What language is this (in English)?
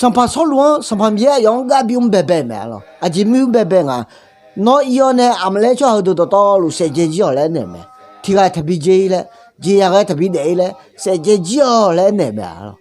Akha